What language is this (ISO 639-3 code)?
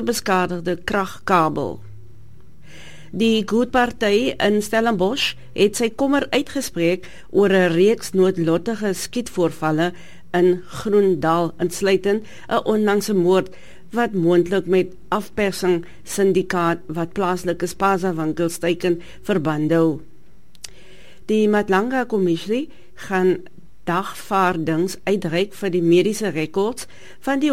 afr